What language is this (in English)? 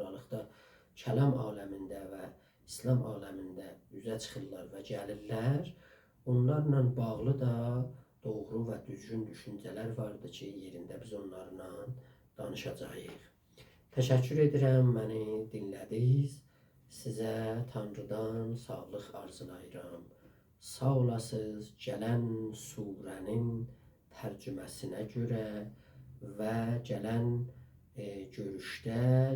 South Azerbaijani